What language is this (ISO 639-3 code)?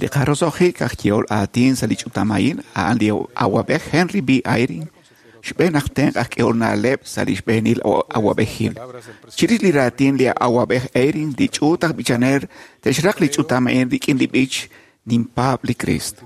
kek